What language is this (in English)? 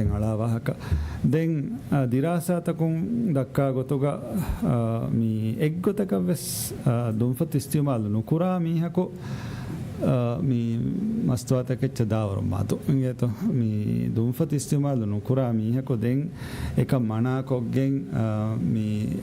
Divehi